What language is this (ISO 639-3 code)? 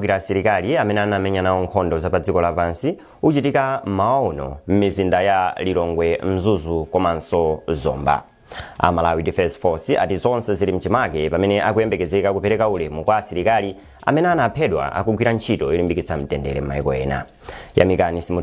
nya